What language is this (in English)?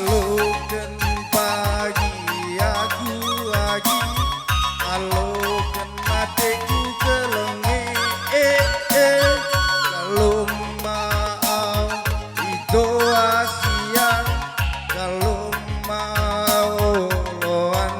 Batak Karo